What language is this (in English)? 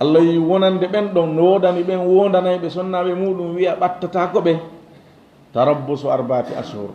Fula